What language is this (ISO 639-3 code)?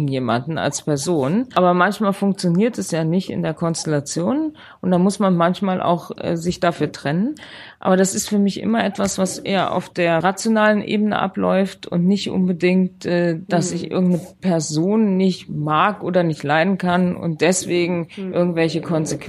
deu